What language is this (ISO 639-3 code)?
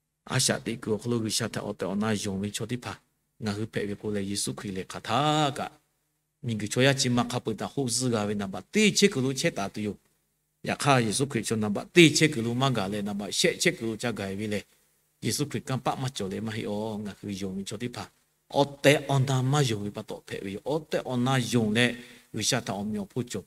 lhu